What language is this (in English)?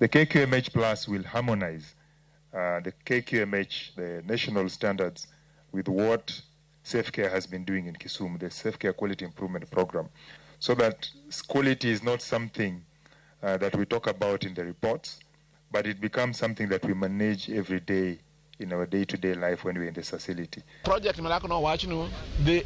Luo (Kenya and Tanzania)